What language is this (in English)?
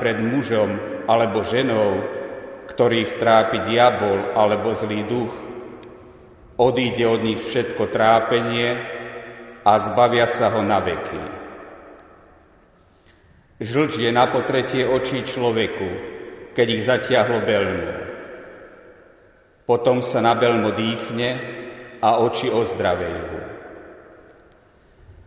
Slovak